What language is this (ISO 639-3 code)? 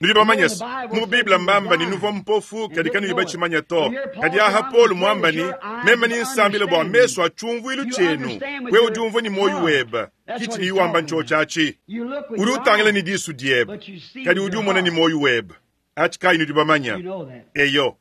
lua